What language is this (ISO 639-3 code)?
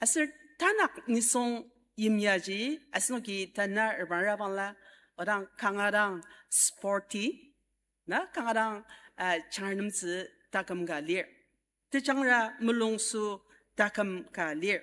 njo